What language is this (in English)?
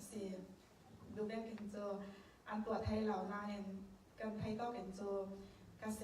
Falam Chin